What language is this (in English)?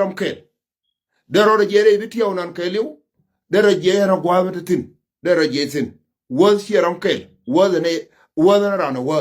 Nuer